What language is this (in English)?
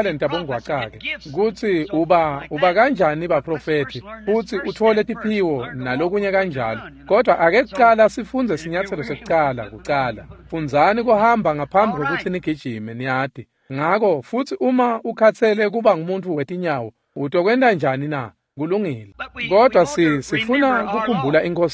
Swati